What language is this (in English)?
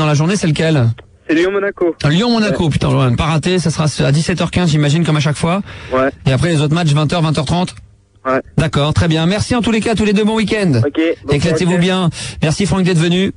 French